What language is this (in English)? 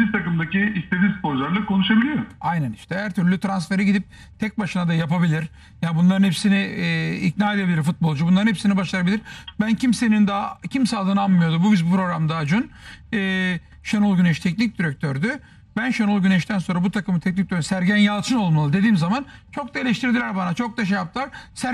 Turkish